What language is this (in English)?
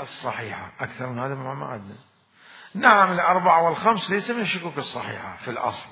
Mesopotamian Arabic